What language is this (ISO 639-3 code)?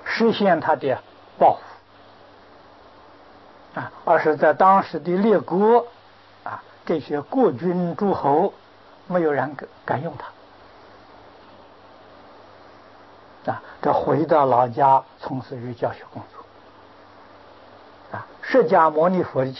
zho